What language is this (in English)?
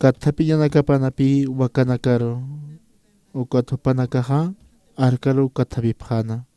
Aymara